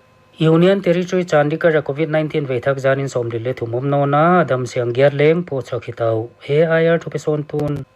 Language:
Paite Chin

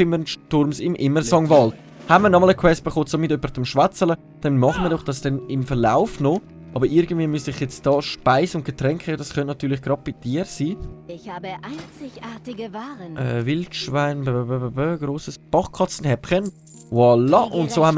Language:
Swiss German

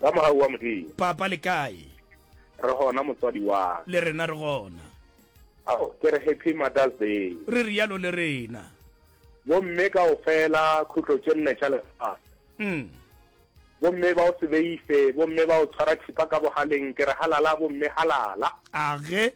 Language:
Northern Sotho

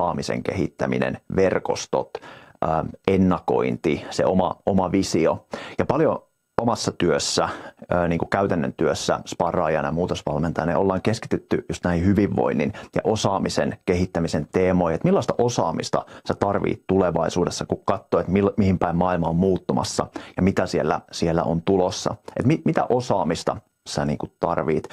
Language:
Finnish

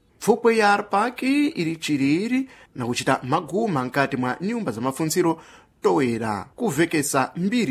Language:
Sena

